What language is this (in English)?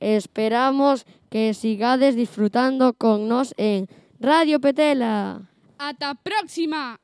Galician